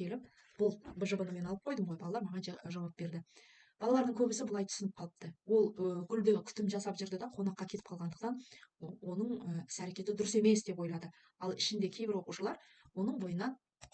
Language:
Kazakh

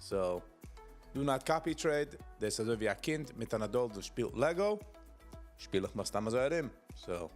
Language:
Yiddish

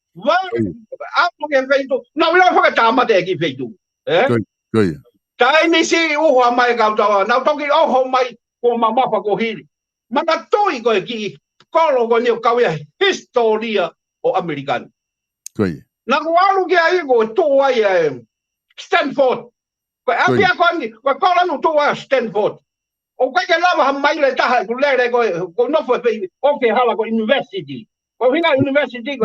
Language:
Tongan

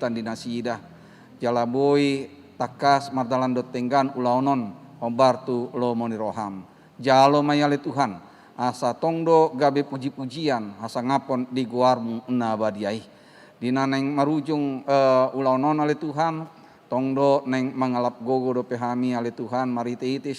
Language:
Batak Toba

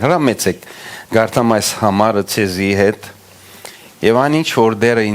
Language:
Western Armenian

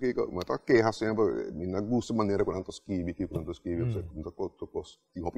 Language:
Papiamento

